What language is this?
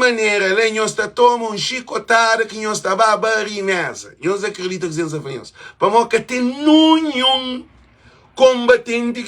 Kabuverdianu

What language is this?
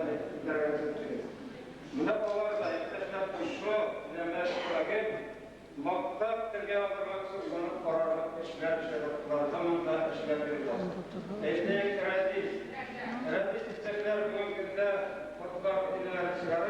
Bashkir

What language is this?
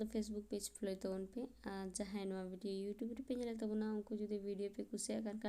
Santali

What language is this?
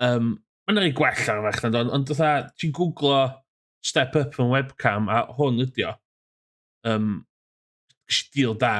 Welsh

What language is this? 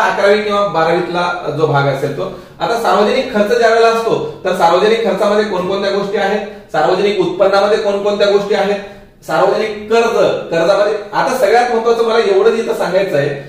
Marathi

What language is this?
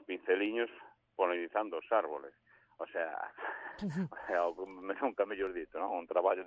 Galician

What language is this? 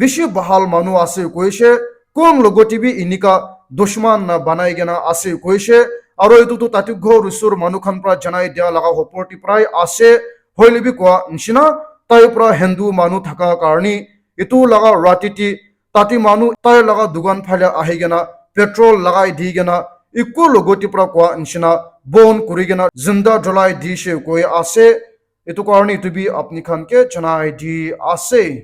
Naga Pidgin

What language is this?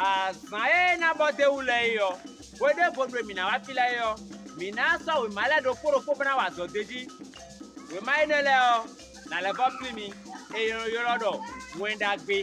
Fon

